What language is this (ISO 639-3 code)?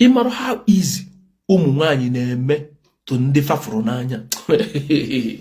ibo